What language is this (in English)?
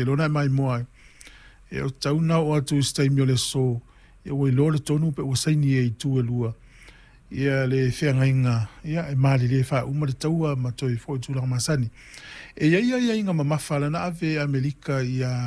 Samoan